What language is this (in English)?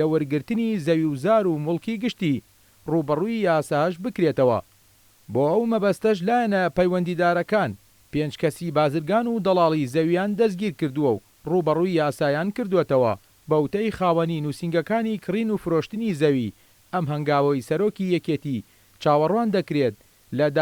Central Kurdish